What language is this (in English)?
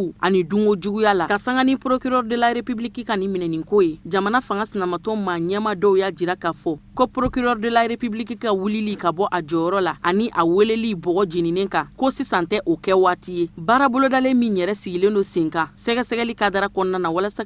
Bambara